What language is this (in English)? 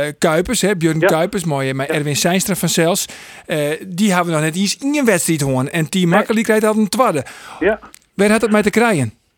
Western Frisian